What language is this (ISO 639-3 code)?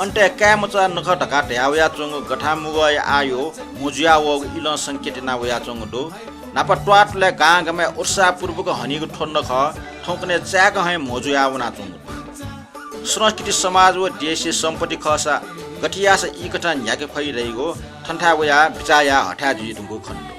new